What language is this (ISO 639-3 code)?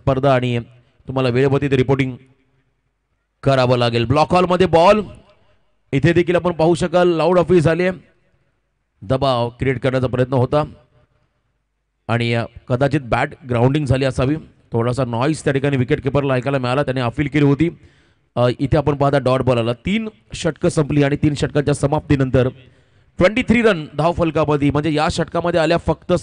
mar